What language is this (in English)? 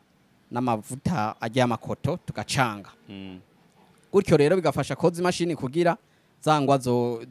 Rundi